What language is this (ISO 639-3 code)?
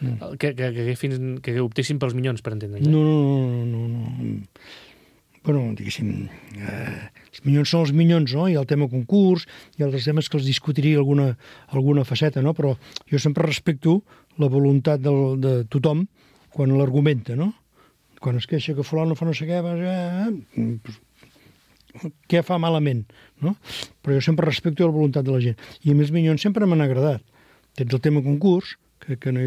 cat